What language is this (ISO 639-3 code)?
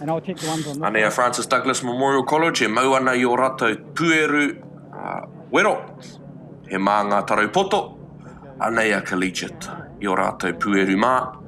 mri